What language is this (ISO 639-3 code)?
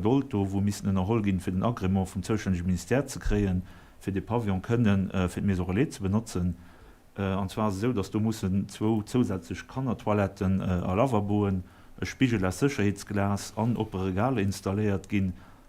ltz